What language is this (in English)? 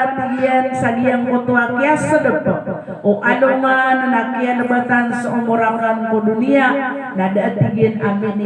Maranao